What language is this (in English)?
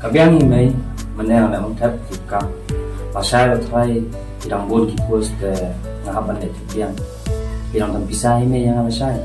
Khasi